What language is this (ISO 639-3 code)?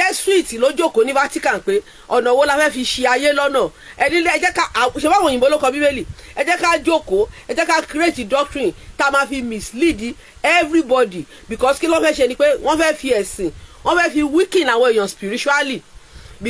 yor